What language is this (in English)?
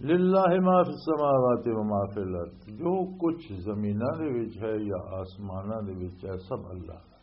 Western Panjabi